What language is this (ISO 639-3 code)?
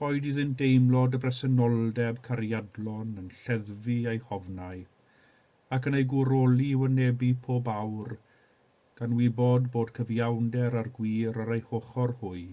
cym